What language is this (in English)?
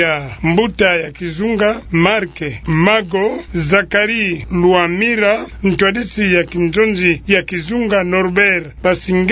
Kituba (Democratic Republic of Congo)